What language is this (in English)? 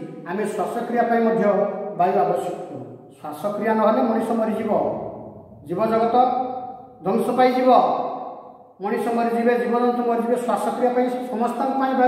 Odia